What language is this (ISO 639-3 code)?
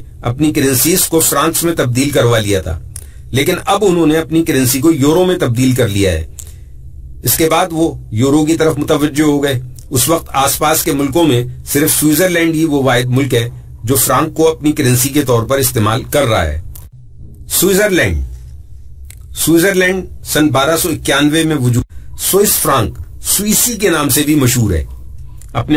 urd